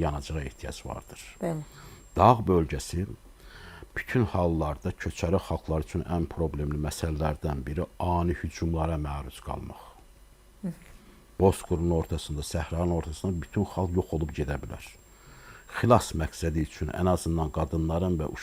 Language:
Azerbaijani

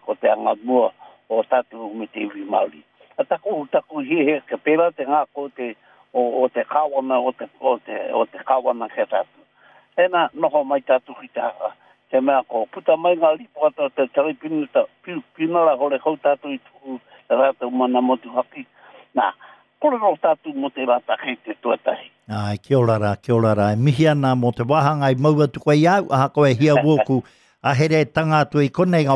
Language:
Māori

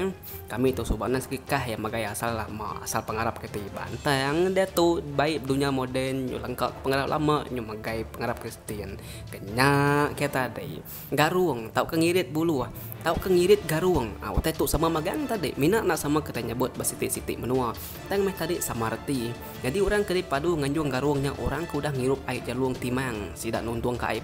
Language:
Iban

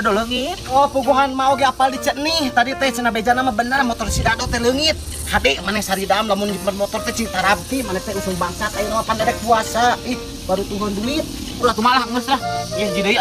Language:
Sundanese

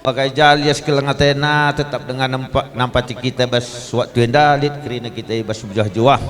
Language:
Batak Karo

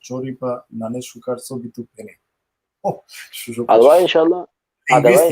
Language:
Balkan Romani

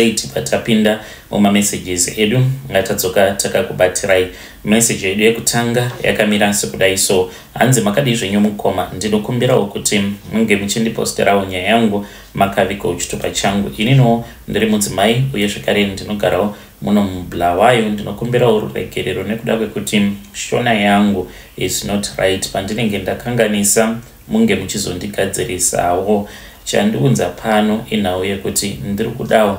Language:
Shona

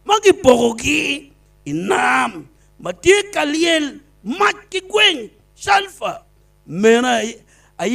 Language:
Acoli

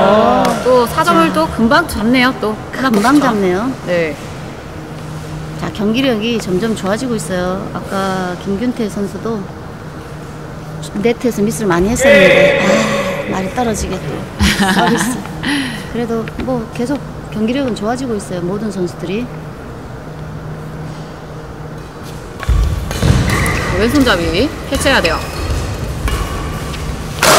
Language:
Korean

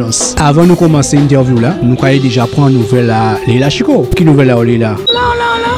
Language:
Guadeloupean Creole French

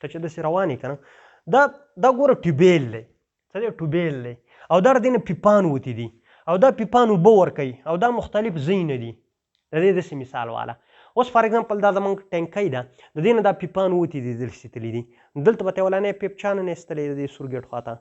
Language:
Pashto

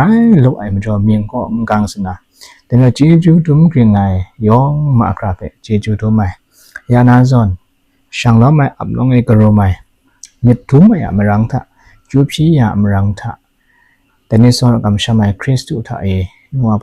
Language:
Kachin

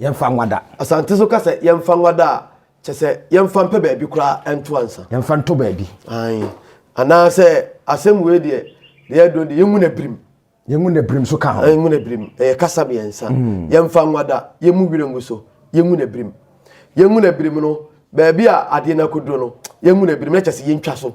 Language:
Akan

